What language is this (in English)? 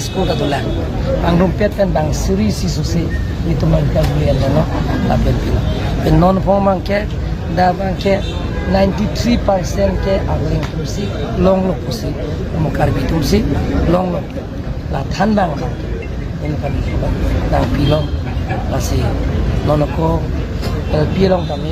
Karbi